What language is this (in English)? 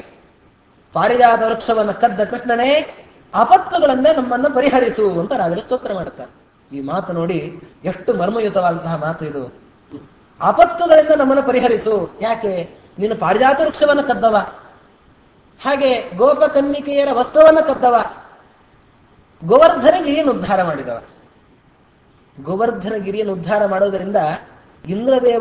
Kannada